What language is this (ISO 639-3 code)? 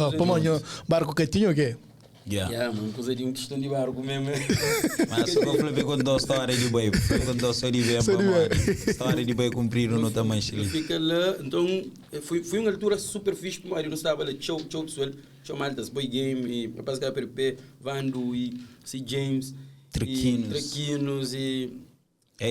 kea